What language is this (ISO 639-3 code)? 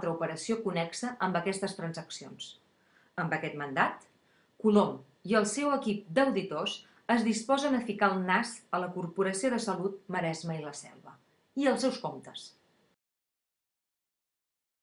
cat